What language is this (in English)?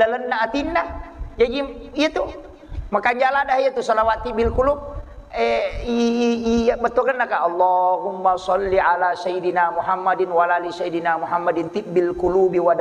Buginese